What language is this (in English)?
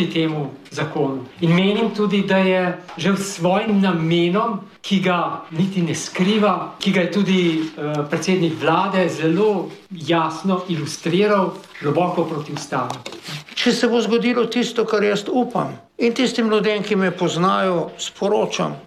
Slovenian